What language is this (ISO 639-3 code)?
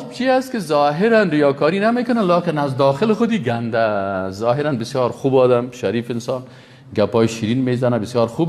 fas